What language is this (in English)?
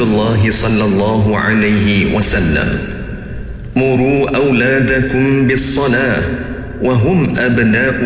Malay